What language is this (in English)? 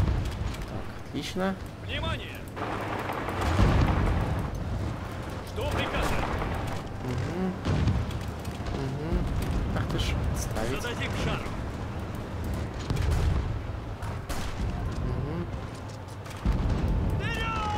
Russian